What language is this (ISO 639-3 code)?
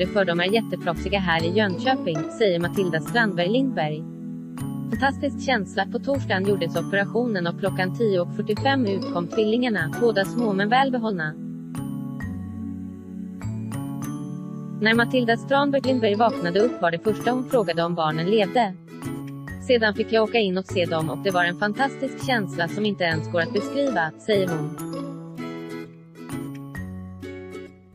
swe